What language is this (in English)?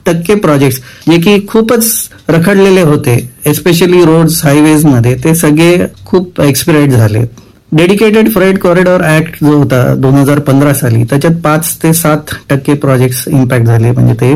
Marathi